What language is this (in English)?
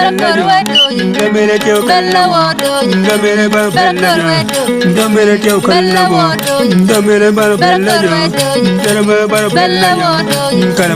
Acoli